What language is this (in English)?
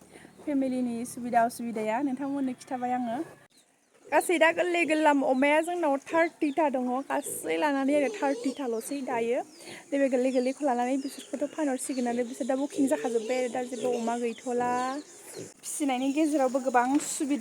Bodo